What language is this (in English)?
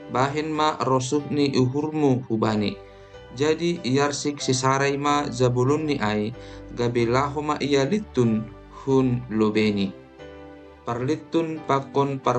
Batak Simalungun